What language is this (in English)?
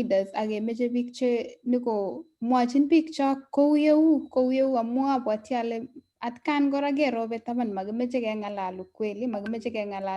Kalenjin